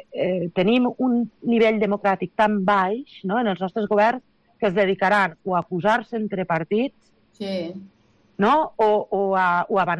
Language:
Catalan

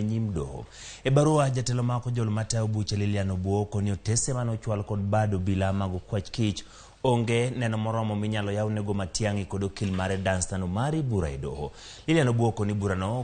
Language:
Luo (Kenya and Tanzania)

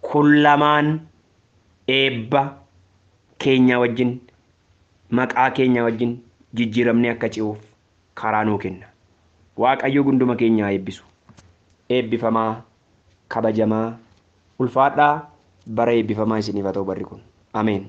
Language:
Oromo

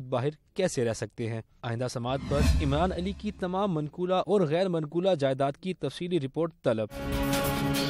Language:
Urdu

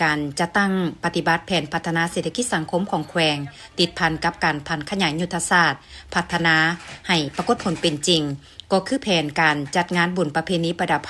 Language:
Lao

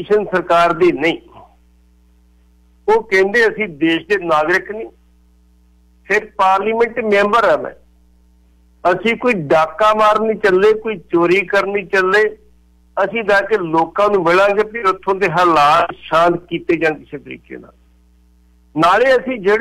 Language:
Punjabi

